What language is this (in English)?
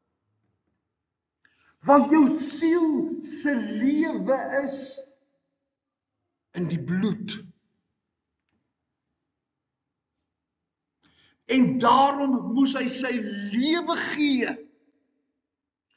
Afrikaans